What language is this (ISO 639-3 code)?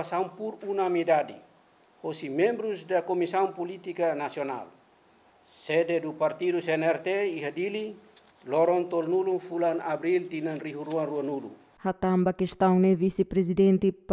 tet